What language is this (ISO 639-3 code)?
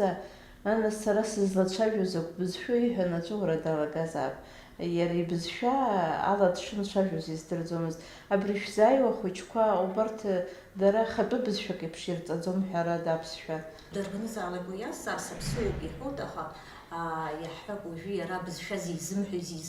abk